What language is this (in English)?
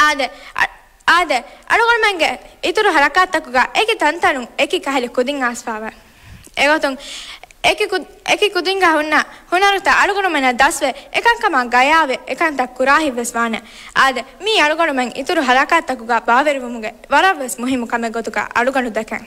Divehi